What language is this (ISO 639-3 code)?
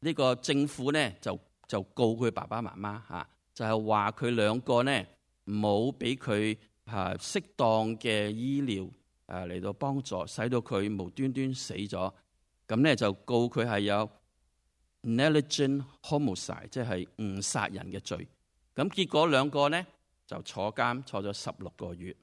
yue